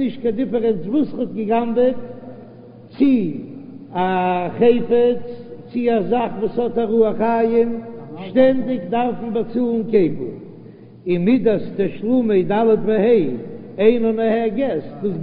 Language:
Yiddish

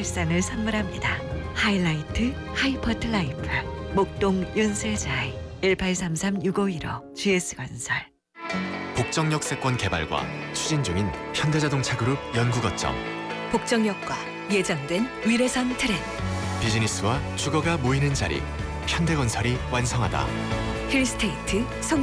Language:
Korean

